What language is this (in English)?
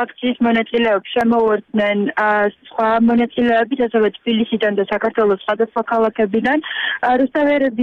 Georgian